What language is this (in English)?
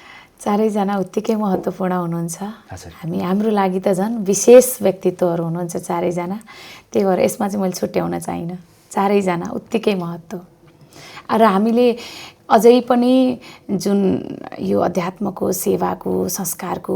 Nepali